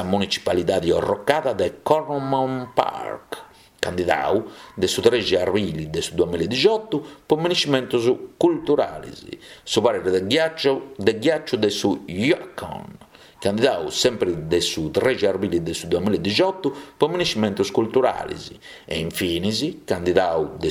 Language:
Sardinian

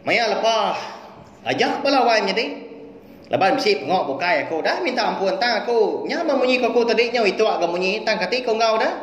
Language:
Iban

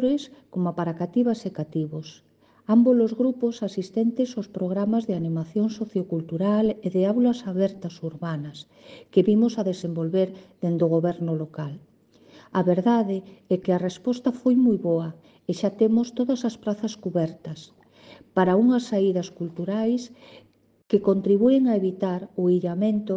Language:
Galician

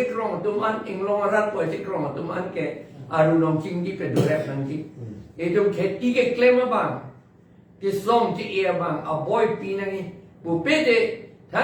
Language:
Karbi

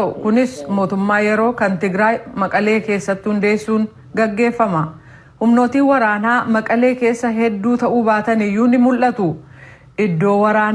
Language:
Oromo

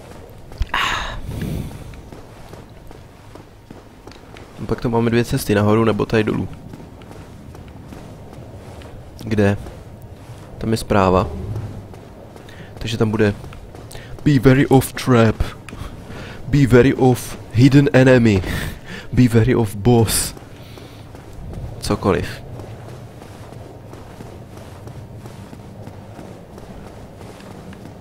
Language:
Czech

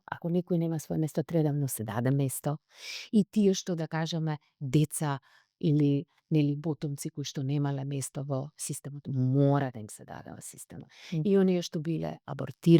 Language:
Macedonian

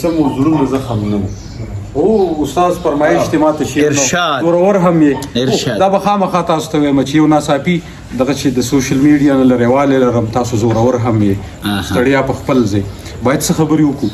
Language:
Pashto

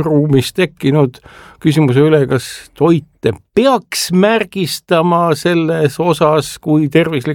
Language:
Estonian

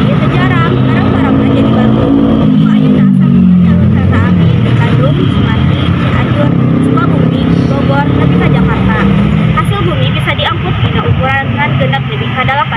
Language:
Sundanese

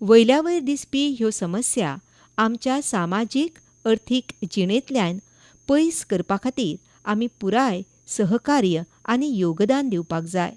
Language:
Konkani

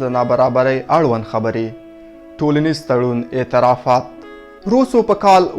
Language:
Pashto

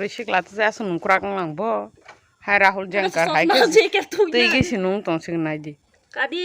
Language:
Kok Borok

